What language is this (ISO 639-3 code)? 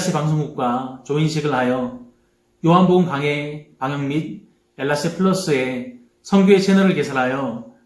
kor